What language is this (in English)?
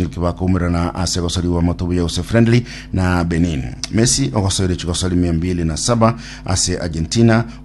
Gusii